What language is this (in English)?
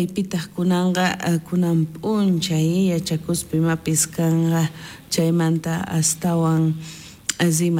South Bolivian Quechua